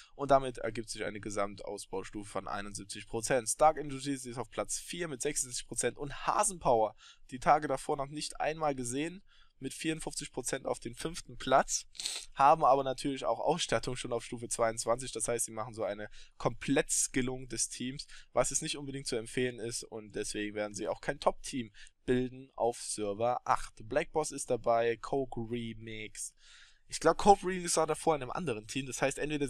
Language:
German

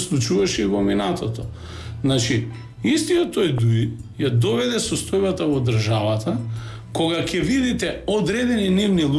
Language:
Macedonian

